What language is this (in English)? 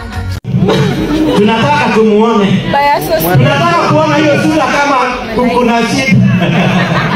Swahili